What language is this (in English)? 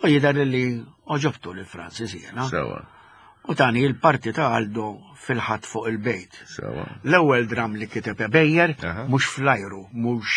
Maltese